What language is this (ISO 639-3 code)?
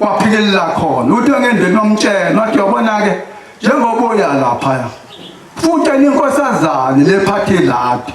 zul